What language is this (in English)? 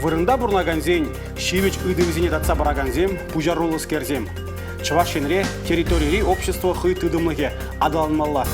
Chuvash